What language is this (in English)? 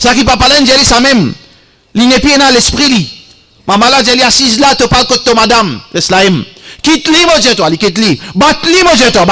Morisyen